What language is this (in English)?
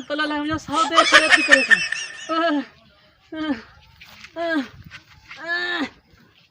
Saraiki